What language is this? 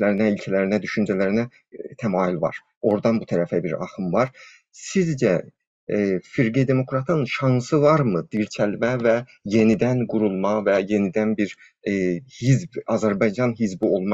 South Azerbaijani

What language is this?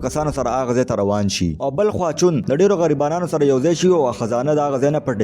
Pashto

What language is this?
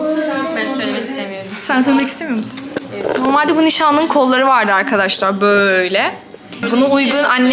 Turkish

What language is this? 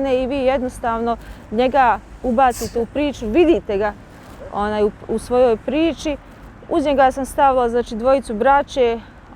Bosnian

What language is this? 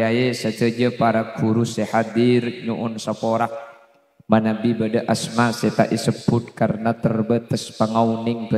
Madurese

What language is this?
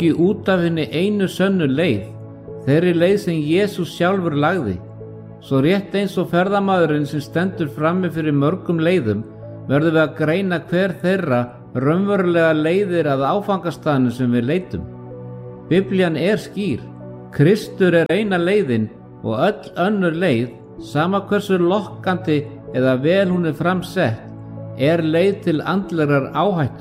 Icelandic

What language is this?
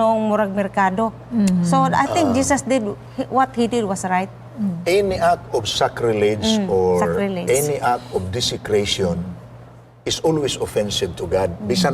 Cebuano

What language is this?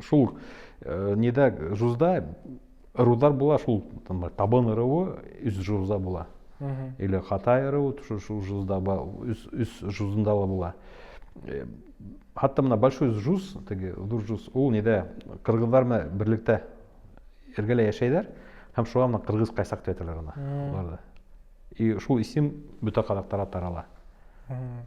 Bashkir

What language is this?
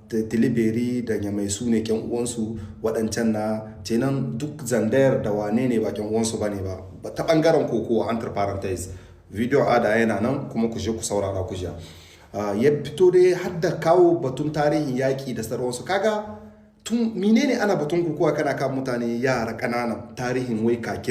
Hausa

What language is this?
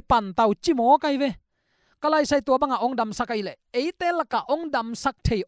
Tedim Chin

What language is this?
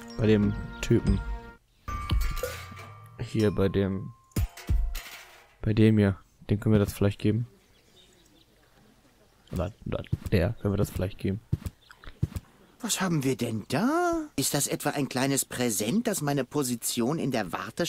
German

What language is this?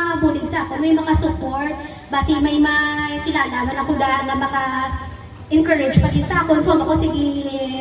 Hiligaynon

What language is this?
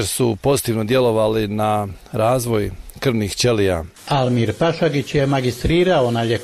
Bosnian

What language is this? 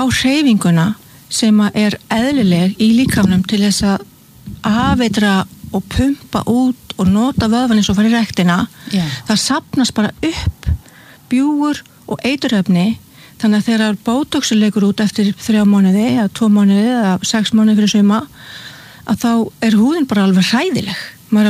Icelandic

